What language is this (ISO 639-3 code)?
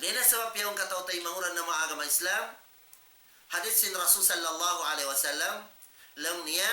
tsg